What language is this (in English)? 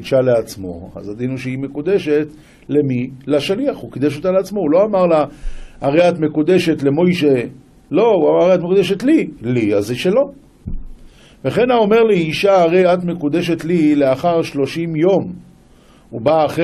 Hebrew